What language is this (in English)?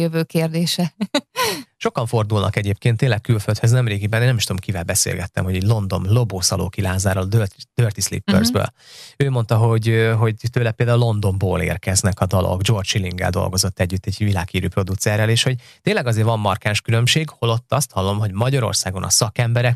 Hungarian